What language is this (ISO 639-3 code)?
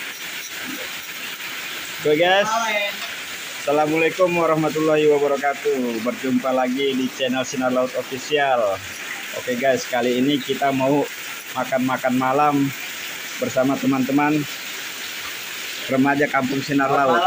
ind